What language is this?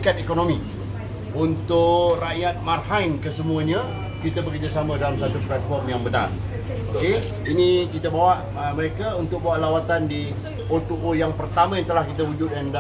Malay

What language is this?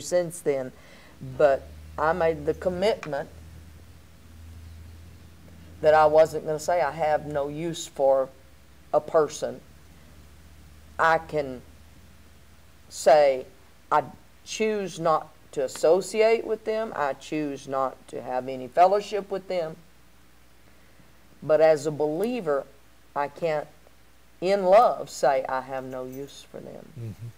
English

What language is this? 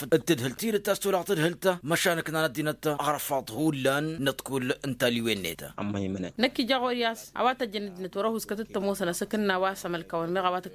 Tamasheq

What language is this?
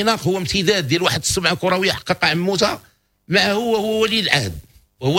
Moroccan Arabic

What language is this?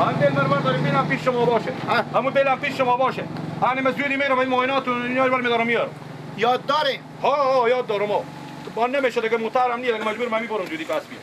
Persian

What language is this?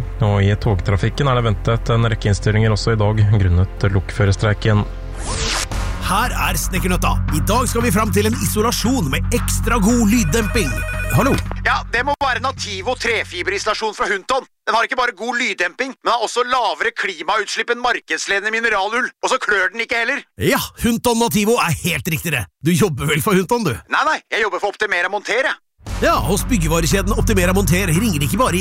Norwegian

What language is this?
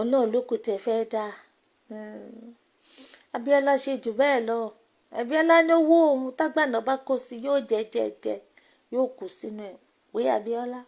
Yoruba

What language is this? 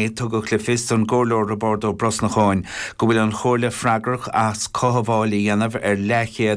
Irish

